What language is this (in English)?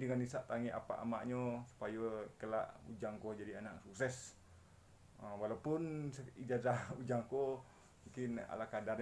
Minangkabau